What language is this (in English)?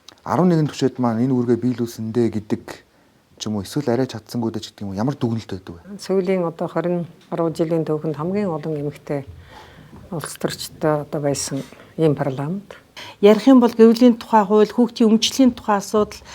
Mongolian